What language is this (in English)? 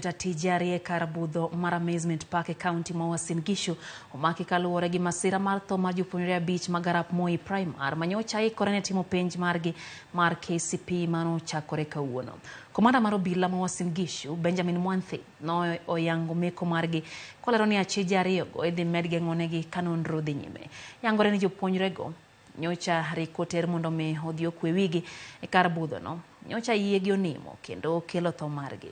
Luo (Kenya and Tanzania)